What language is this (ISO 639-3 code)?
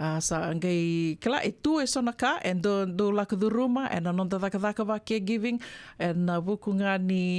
fij